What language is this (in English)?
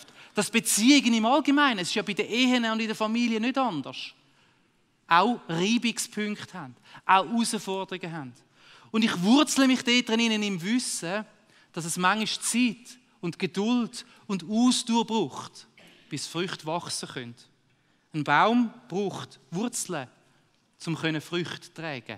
Swiss German